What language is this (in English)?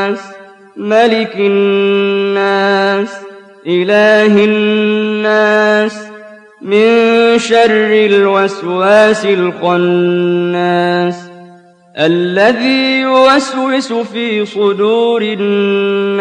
Arabic